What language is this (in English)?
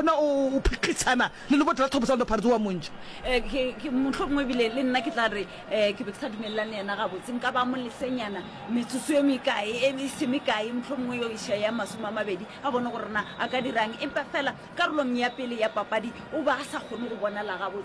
Northern Sotho